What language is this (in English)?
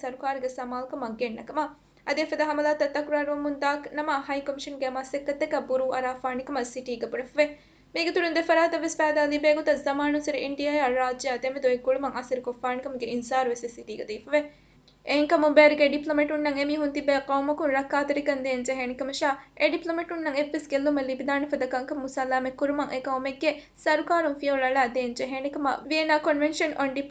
Divehi